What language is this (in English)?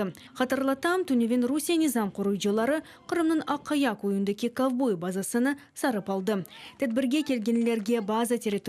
Crimean Tatar